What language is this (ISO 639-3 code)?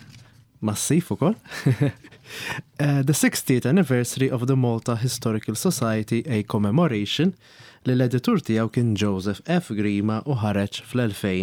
mlt